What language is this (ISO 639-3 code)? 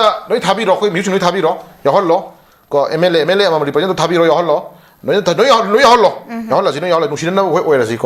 mni